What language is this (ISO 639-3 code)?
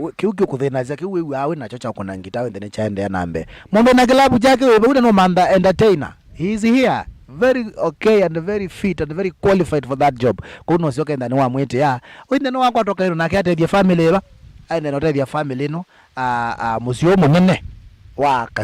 kam